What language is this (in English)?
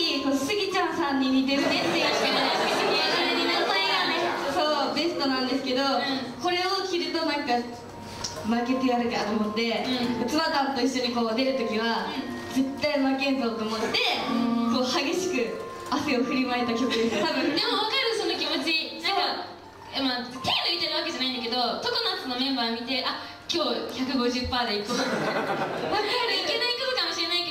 Japanese